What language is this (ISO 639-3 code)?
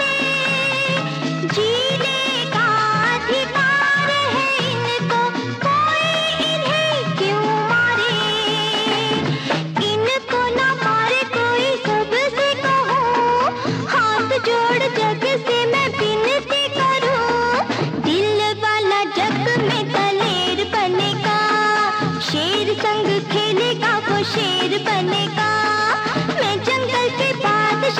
hin